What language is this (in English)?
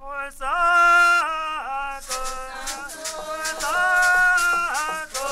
Tetela